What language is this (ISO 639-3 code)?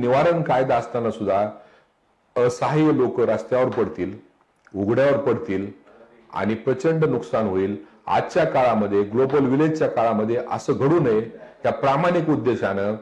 mar